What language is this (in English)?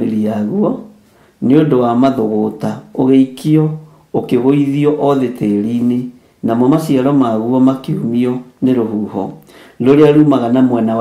Kikuyu